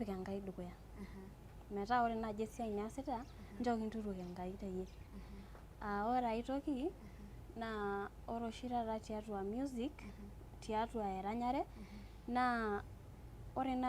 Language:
Masai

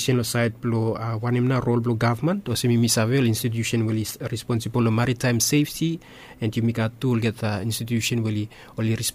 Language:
Bislama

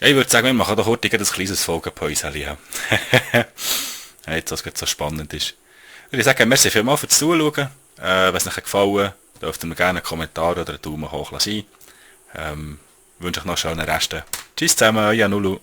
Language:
Swiss German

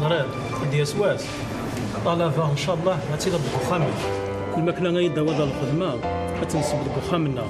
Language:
Kabyle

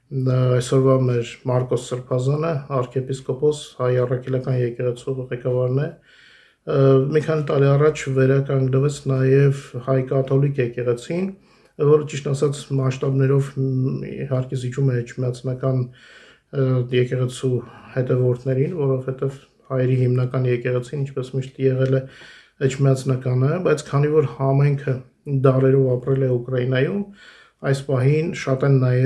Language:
Armenian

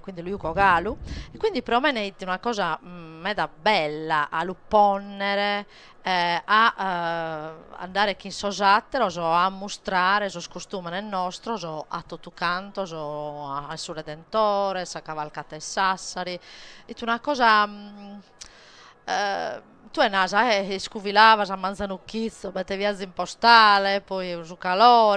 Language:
Sardinian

